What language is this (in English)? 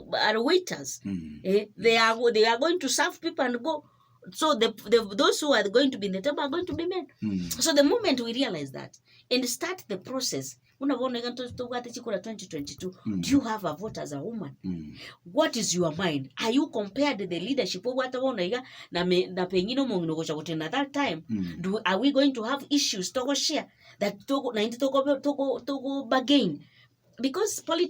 Gusii